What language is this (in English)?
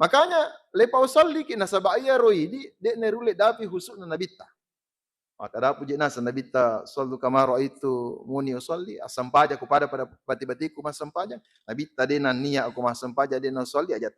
Buginese